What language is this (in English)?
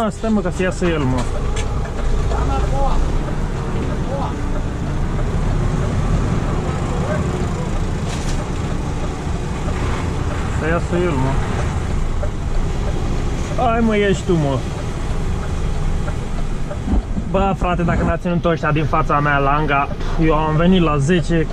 Romanian